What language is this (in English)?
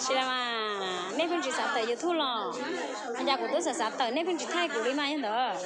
Hmong